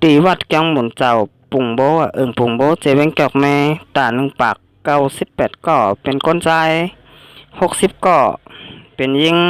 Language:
Shan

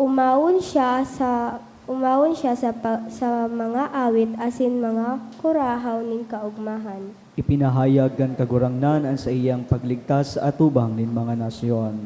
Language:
Bikol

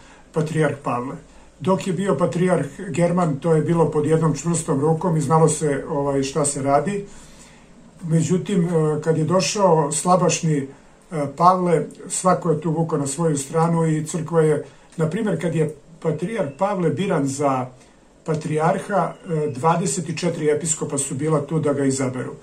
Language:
Serbian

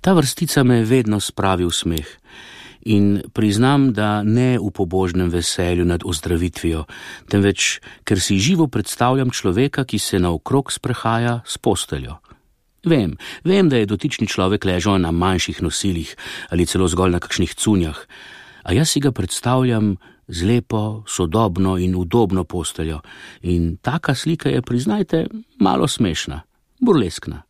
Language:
Slovenian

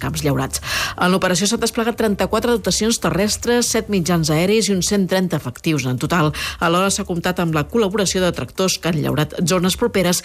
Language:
Catalan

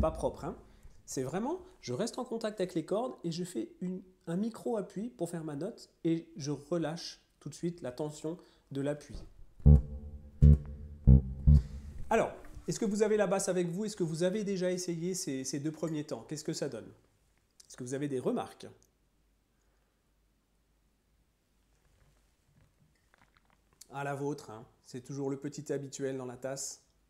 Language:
French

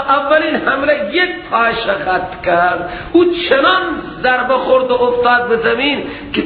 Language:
Persian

